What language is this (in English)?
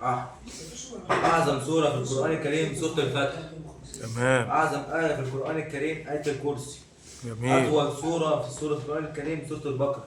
Egyptian Arabic